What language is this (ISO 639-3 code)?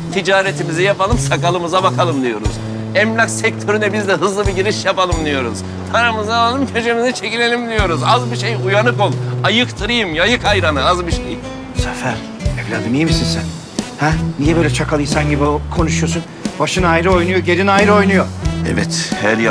tur